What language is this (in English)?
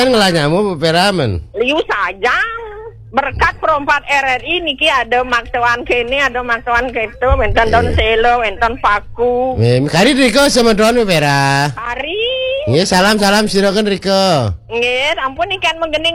Balinese